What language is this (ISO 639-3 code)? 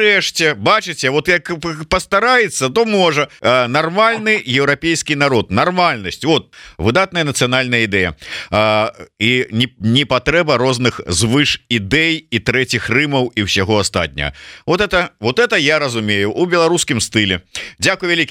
bel